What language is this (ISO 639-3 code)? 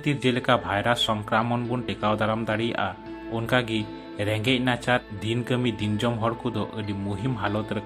sat